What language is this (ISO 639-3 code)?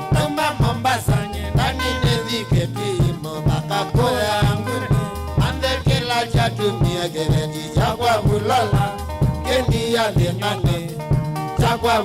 kam